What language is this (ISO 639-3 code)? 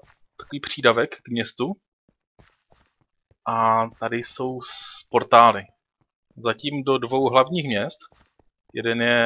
ces